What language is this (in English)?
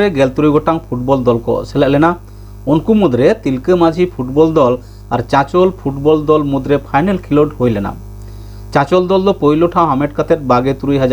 Santali